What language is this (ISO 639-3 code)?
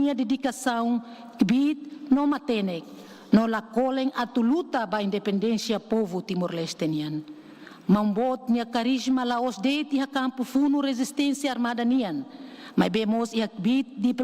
tet